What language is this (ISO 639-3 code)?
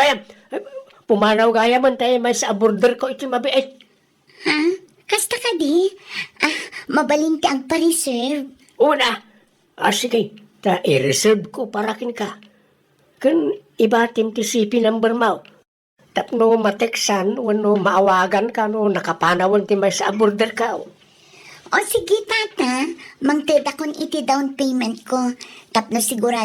ilo